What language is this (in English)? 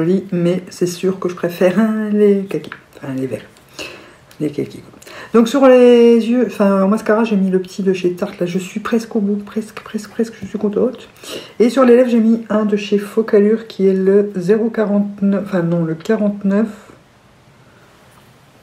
French